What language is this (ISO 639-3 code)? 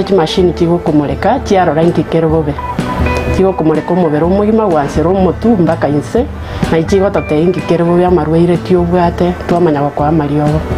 guz